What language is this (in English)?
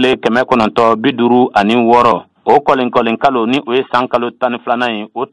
Bambara